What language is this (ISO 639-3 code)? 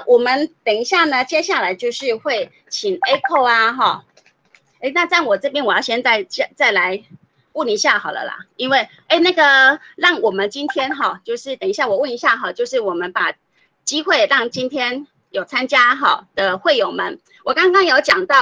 zho